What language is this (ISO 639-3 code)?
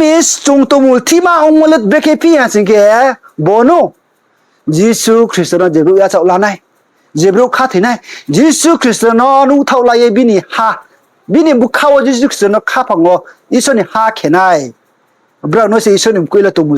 ria